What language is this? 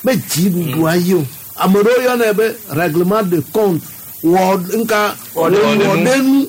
Gen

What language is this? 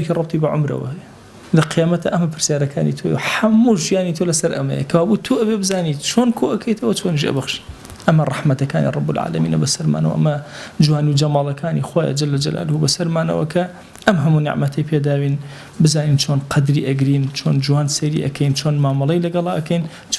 Central Kurdish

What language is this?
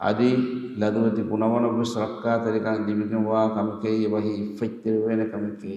Divehi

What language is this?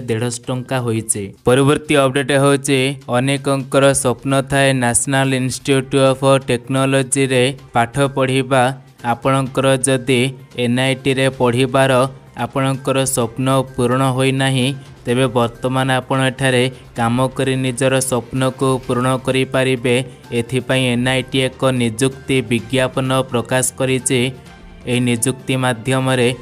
Odia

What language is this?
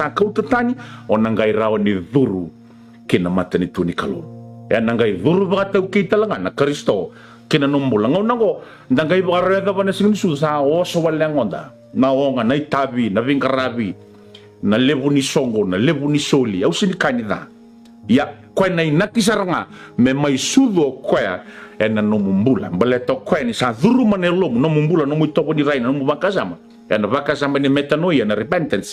Fijian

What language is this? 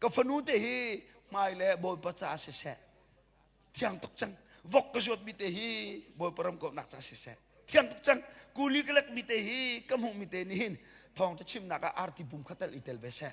Hakha Chin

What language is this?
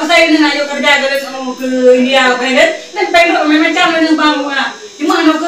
Achinese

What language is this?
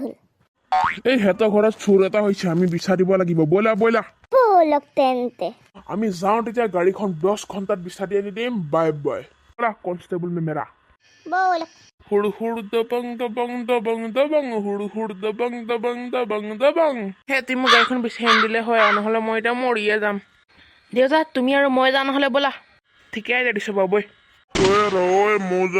Assamese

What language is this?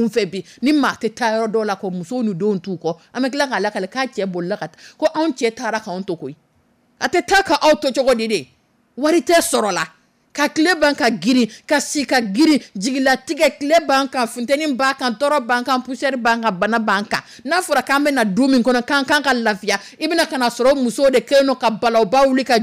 Dyula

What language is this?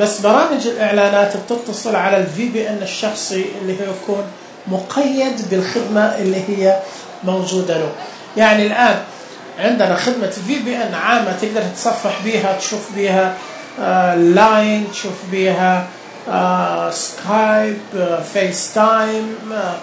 Najdi Arabic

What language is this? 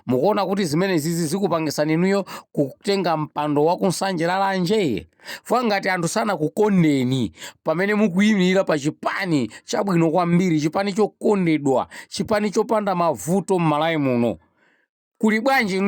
Nyanja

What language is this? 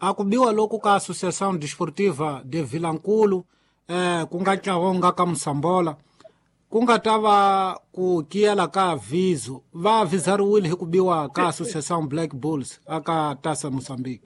Tsonga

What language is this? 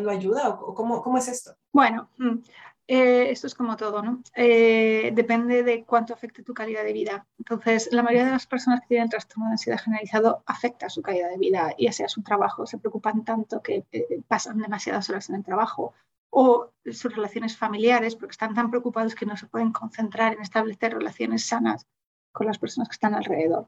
Spanish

